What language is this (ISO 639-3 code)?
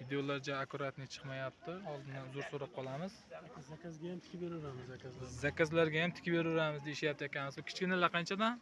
uzb